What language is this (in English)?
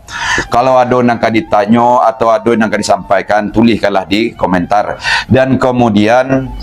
Minangkabau